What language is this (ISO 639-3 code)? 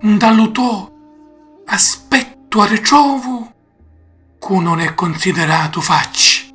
scn